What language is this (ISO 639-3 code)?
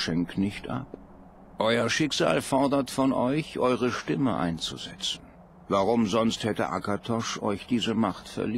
deu